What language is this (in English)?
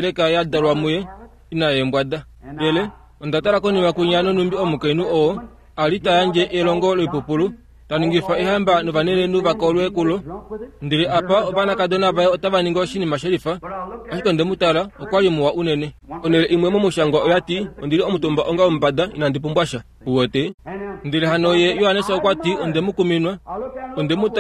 Kuanyama